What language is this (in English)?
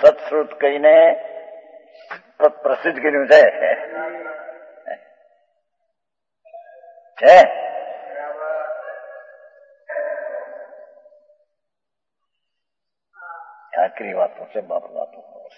Gujarati